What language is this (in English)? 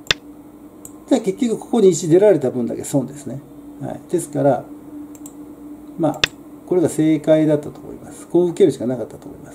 Japanese